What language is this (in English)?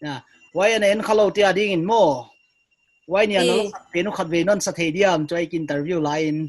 Paite Chin